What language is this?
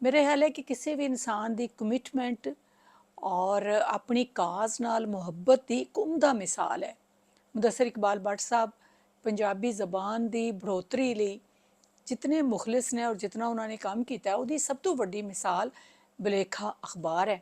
Western Panjabi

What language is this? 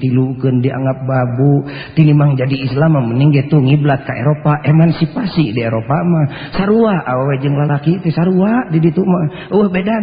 Sundanese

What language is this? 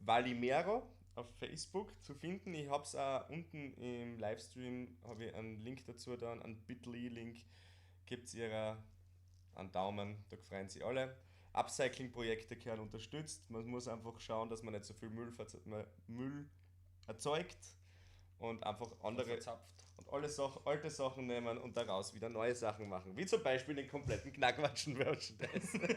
Bavarian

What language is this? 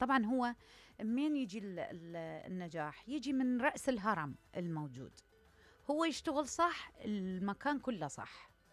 Mesopotamian Arabic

